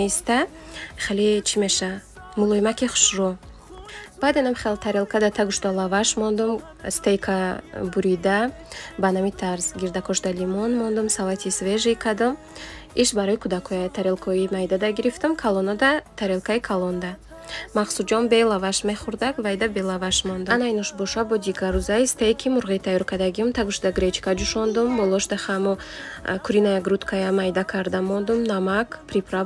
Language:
Tajik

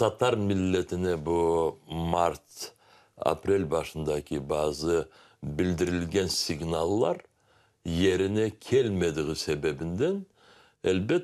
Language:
Crimean Tatar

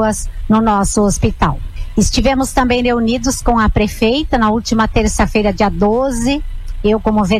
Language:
Portuguese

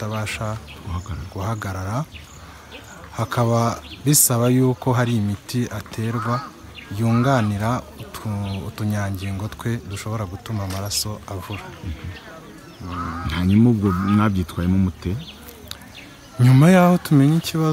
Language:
Kinyarwanda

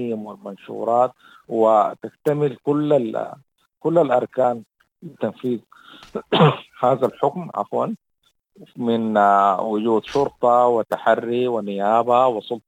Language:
Sudanese Arabic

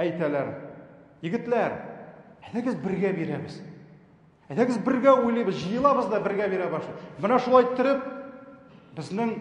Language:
Tatar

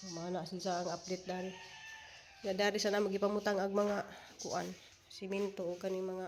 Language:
Cebuano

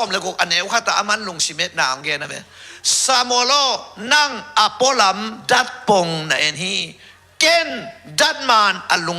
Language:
Tedim Chin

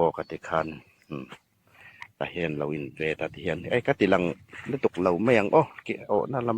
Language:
Hmar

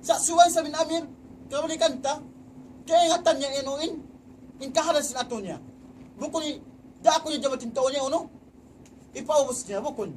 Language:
Tausug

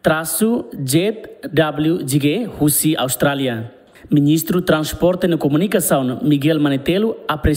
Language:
Tetum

